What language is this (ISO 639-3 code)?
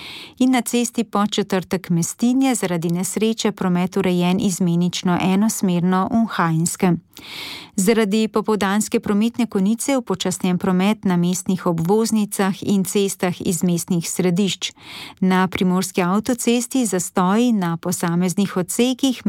slv